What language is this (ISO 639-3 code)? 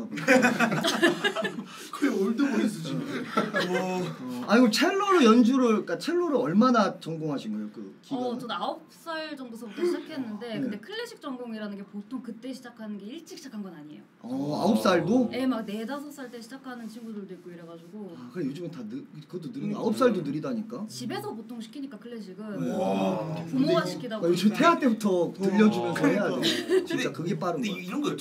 kor